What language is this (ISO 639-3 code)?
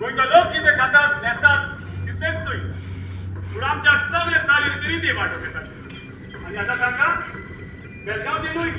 kok